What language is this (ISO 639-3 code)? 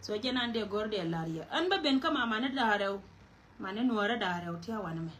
nus